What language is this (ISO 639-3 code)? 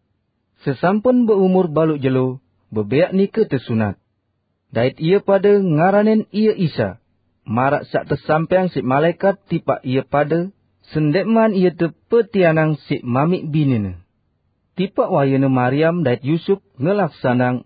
sas